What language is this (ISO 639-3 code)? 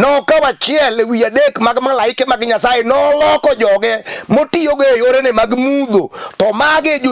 luo